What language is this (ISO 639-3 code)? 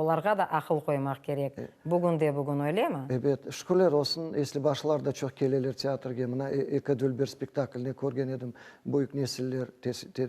crh